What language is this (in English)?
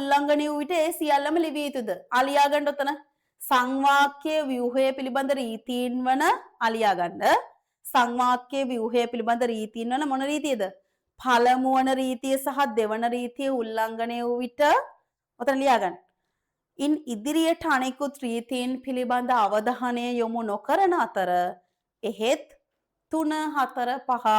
Sinhala